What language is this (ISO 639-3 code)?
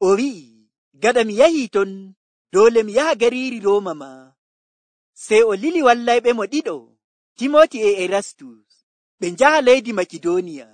fuv